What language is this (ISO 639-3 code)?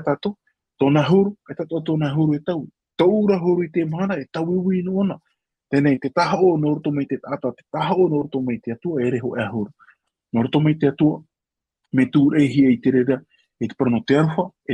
tah